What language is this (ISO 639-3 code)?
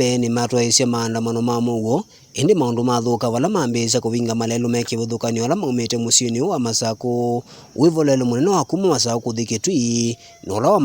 kam